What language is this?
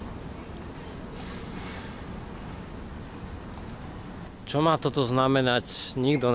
Slovak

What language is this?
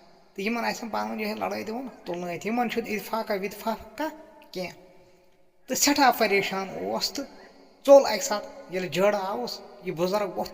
Kashmiri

